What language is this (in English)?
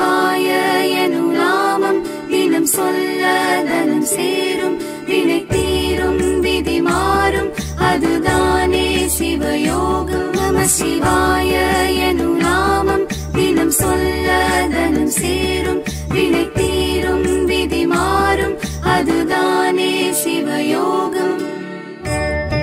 Tamil